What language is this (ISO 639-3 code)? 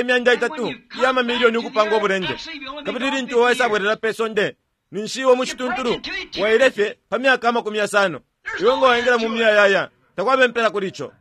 bem